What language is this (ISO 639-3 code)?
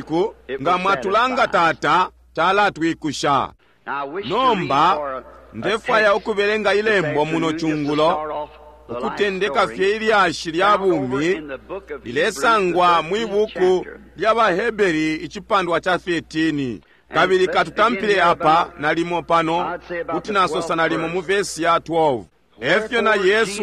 bem